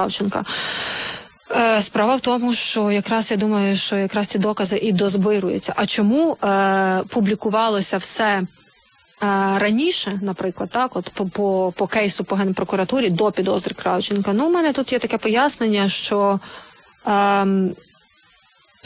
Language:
Ukrainian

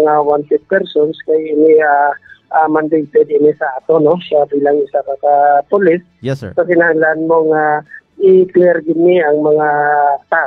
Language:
Hiligaynon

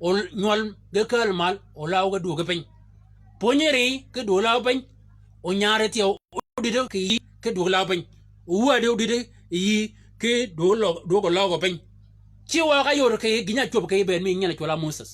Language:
Shilluk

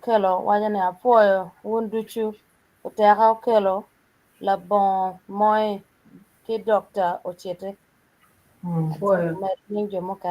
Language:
Acoli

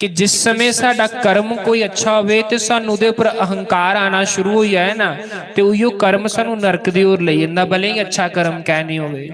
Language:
Dogri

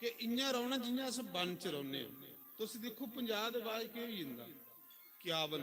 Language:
Dogri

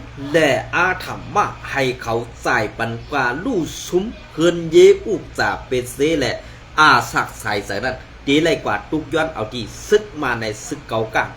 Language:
Shan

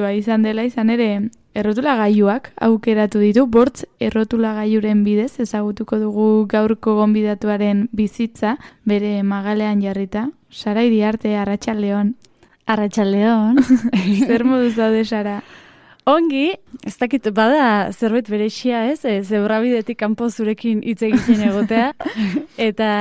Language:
Basque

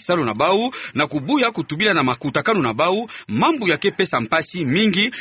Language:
Kituba (Democratic Republic of Congo)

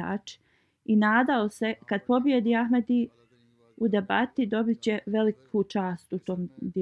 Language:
Bosnian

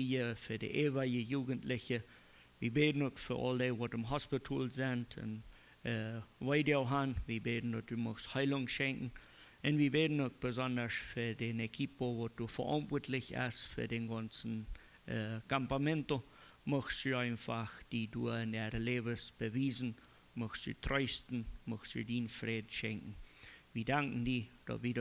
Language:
Plautdietsch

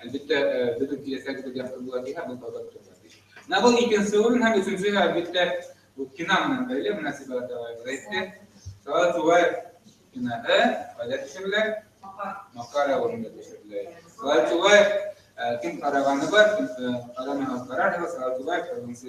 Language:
Bashkir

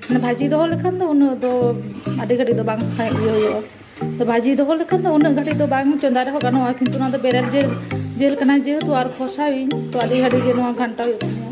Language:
Santali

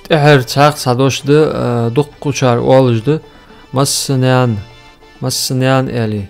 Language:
Ingush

